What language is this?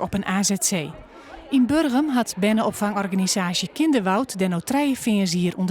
Western Frisian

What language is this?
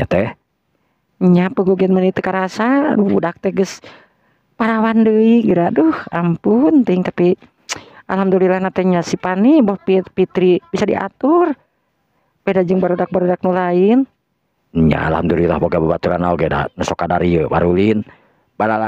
Sundanese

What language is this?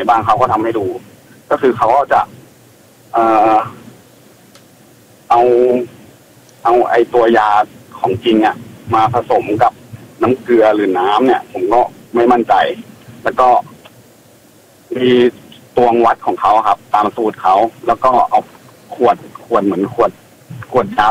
Thai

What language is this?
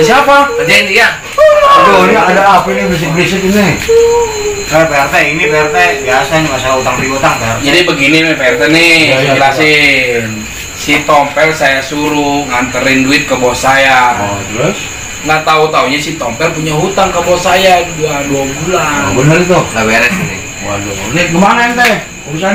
Betawi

